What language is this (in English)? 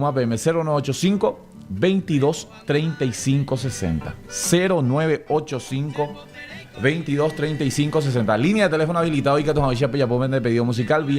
Guarani